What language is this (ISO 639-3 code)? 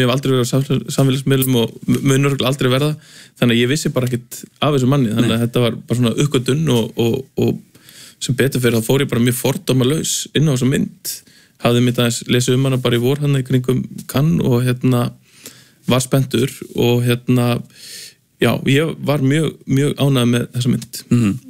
isl